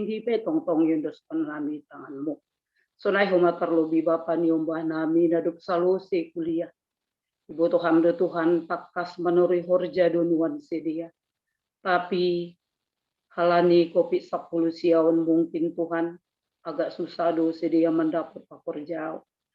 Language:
Batak Simalungun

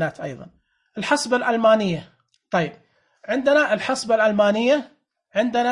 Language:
Najdi Arabic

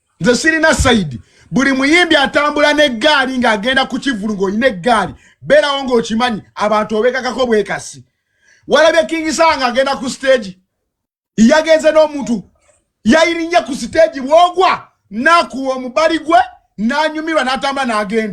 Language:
Ganda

